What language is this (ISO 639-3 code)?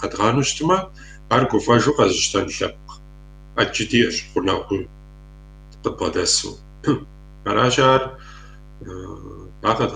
kbd